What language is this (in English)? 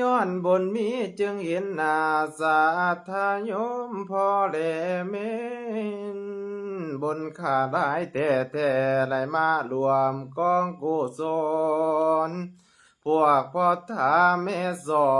Lao